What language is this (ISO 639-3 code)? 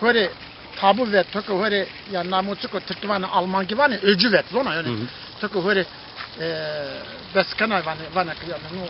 zza